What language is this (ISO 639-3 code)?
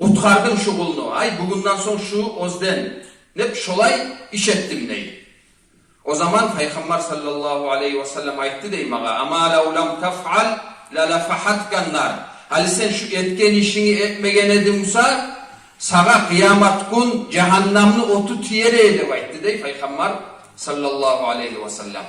kum